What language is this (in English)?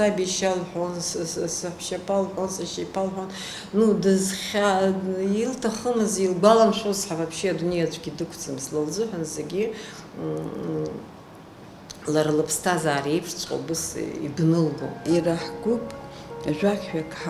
Abkhazian